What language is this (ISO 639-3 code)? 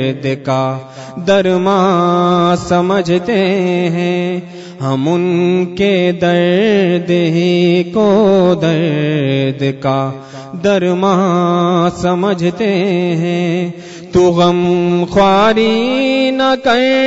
urd